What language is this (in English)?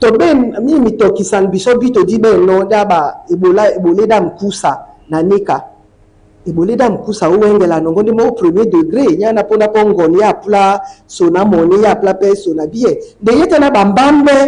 Duala